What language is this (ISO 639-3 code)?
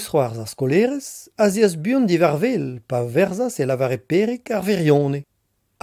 bre